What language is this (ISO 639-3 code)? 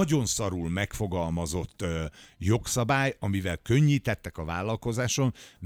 hun